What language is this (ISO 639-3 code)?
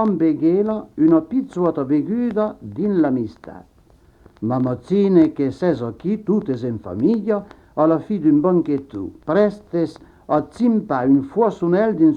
oci